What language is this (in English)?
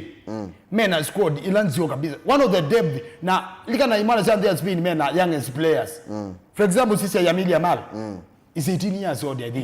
Kamba